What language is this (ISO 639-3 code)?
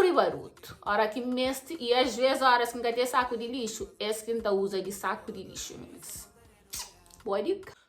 kea